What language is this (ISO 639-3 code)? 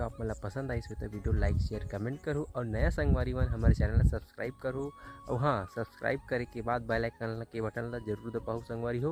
hne